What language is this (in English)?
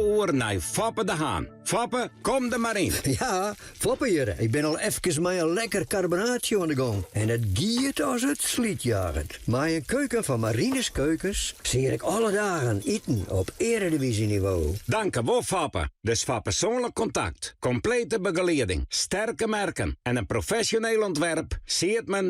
Western Frisian